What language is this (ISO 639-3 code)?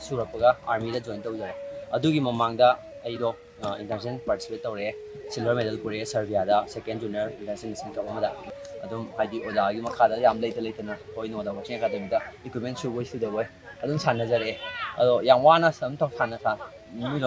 mni